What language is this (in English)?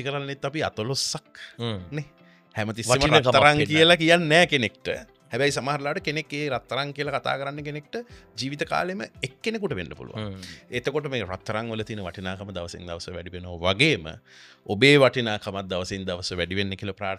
Sinhala